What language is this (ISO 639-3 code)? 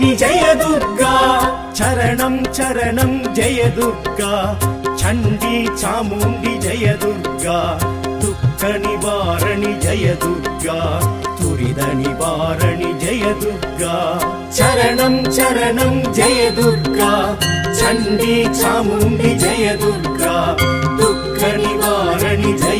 tam